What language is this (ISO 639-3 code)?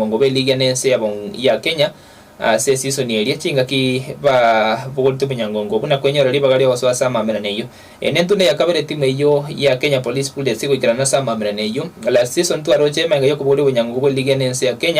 guz